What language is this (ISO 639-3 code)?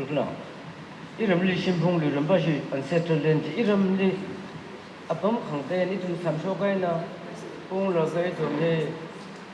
nmf